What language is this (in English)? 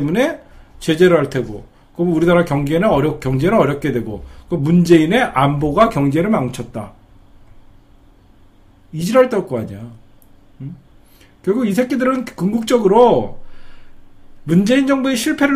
Korean